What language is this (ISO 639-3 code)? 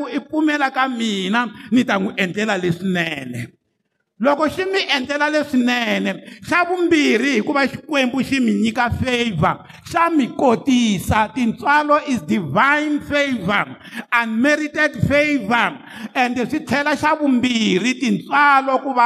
tso